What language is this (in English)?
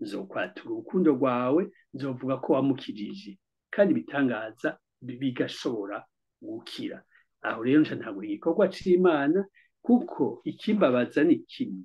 Rundi